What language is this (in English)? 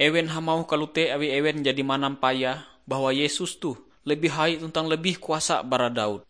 Ngaju